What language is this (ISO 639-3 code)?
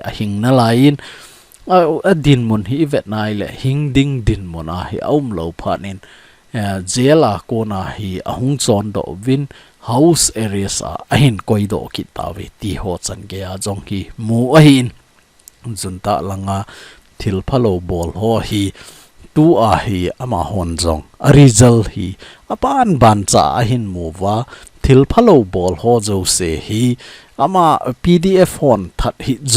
tcz